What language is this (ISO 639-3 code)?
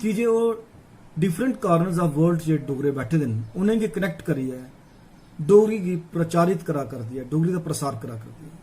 doi